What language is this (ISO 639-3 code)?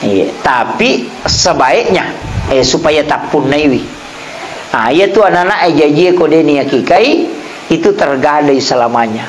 bug